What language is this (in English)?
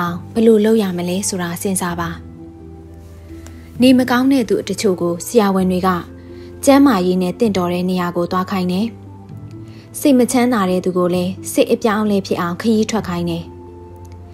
Burmese